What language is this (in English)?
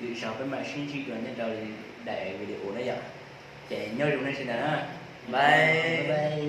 Hmong